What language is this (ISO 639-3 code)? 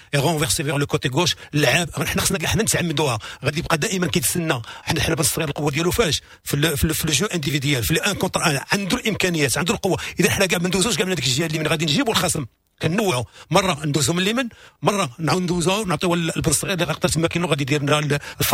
ary